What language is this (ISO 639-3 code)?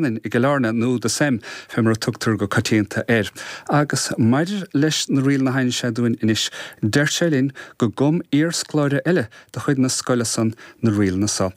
gle